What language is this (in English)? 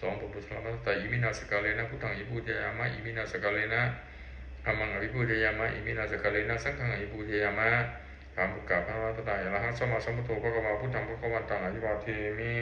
Pali